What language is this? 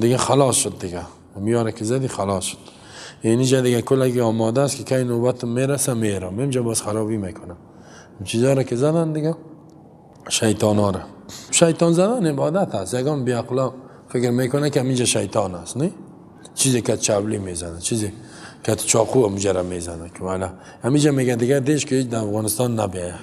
Persian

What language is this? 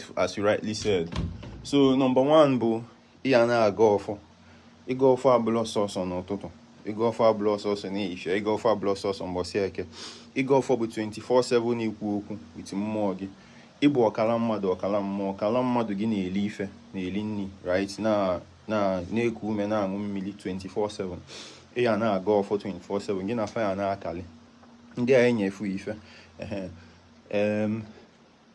Igbo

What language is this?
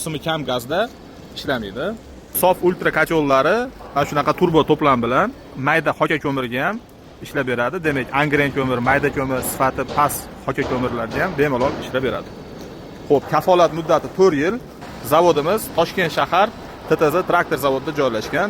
Uzbek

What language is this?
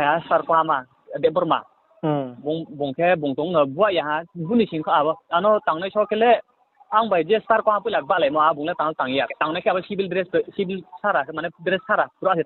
Riang (India)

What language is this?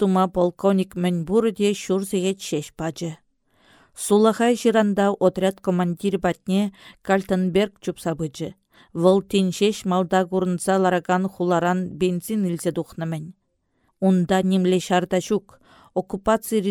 Chuvash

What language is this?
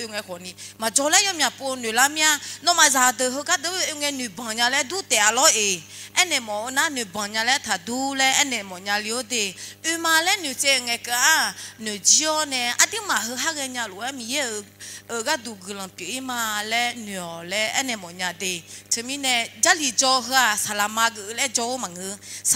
Akha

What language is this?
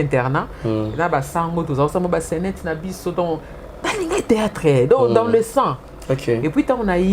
Lingala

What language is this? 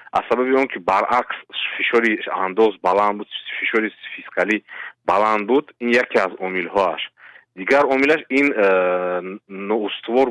Tajik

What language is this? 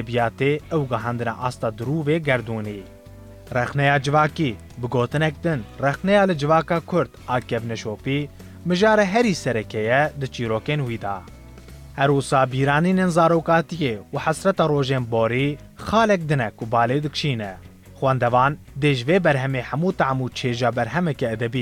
Kurdish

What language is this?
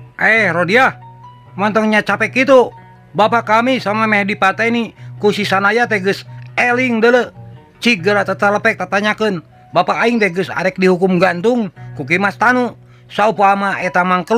Sundanese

